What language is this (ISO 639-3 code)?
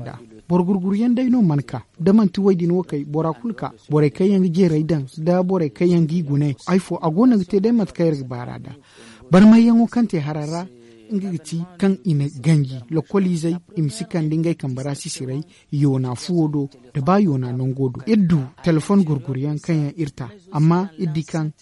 dje